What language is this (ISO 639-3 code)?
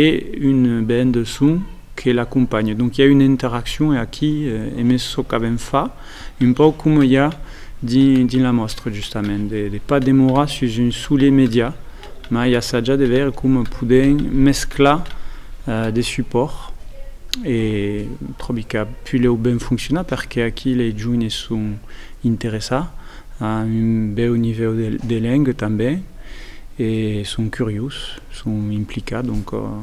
oci